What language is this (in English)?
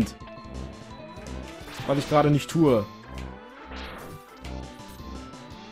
German